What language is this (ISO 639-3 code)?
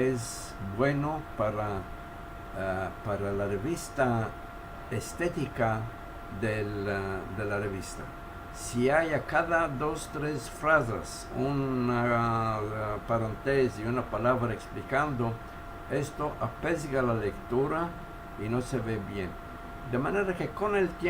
lad